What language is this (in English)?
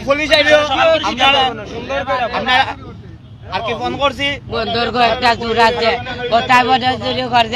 Sylheti